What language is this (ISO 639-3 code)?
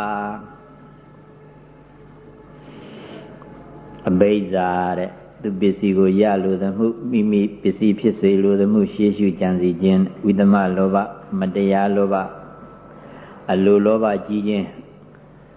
mya